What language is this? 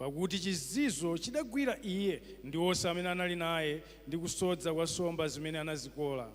Nyanja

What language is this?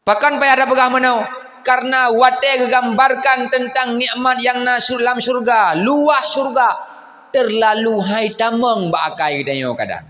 Achinese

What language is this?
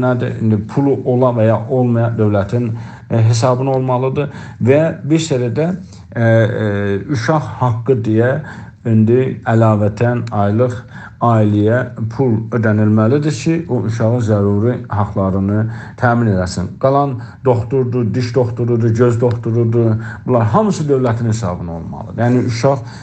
South Azerbaijani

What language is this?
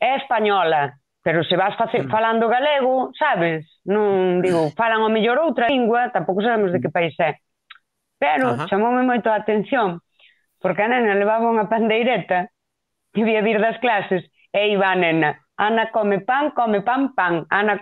Galician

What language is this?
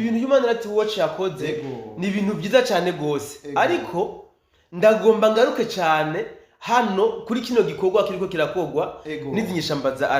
Rundi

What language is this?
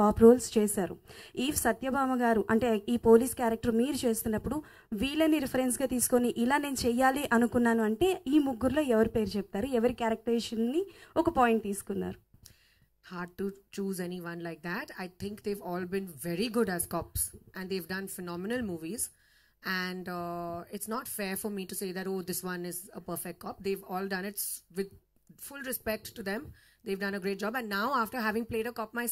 Telugu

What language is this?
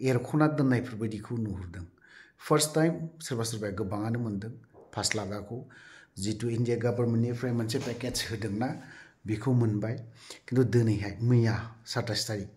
Bodo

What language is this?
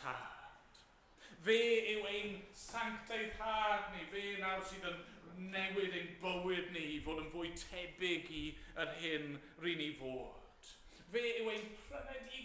Welsh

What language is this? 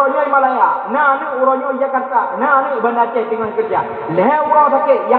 Achinese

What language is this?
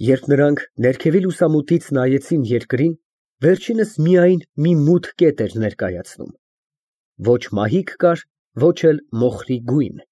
Armenian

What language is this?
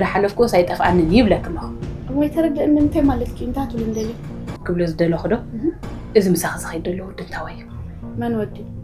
Tigrinya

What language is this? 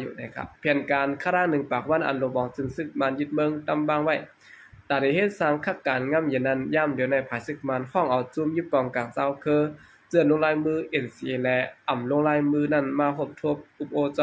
Shan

